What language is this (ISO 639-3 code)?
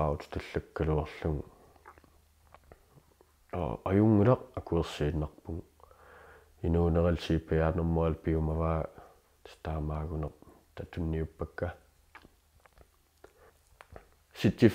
kal